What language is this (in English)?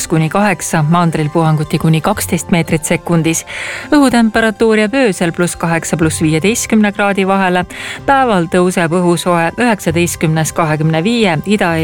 Estonian